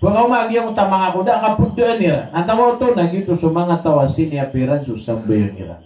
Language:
Maranao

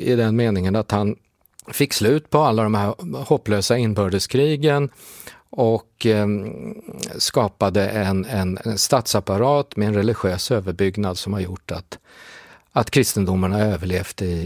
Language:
Swedish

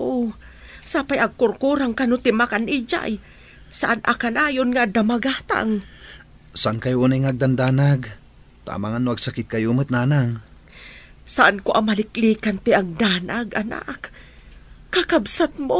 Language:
Iloko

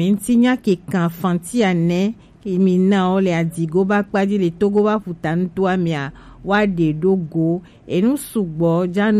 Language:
Gen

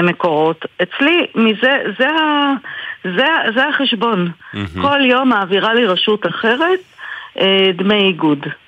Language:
Hebrew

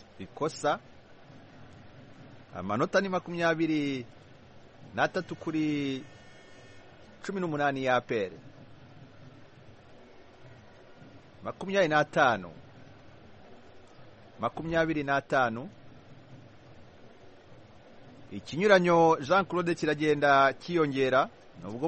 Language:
Kinyarwanda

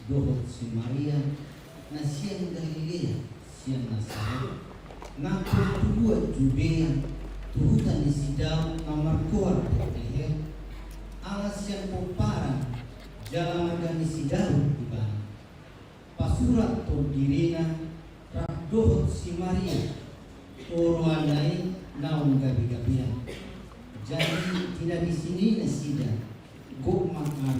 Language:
Batak Toba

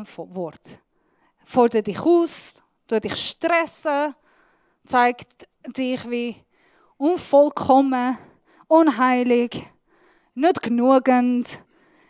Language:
Swiss German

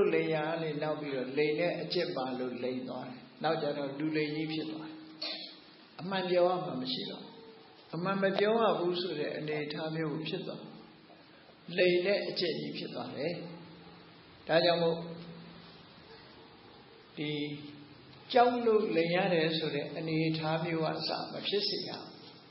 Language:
Burmese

